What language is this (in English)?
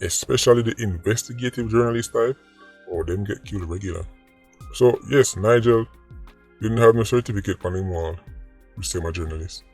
Jamaican Creole English